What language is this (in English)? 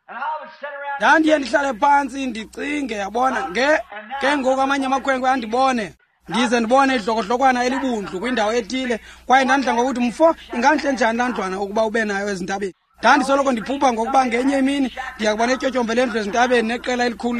Xhosa